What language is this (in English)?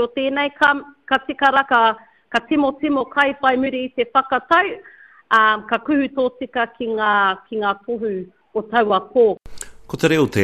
Māori